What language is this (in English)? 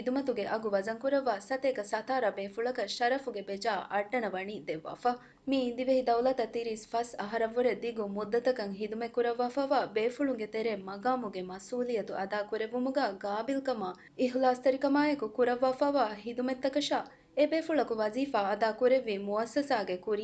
Divehi